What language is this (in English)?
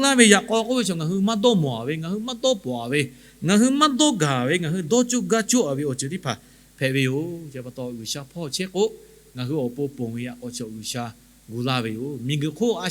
Lahu